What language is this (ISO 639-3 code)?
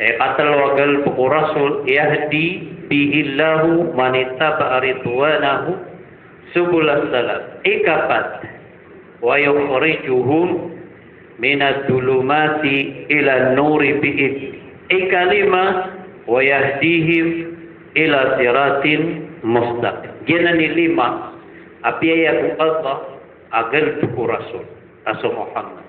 mrw